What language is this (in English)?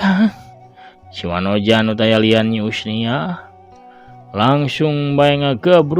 Sundanese